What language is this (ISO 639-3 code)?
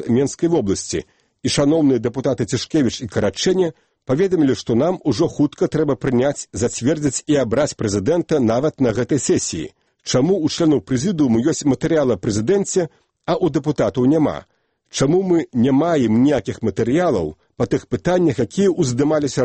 bel